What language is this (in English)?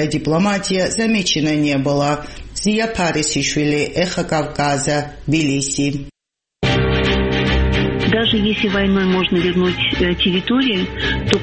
Russian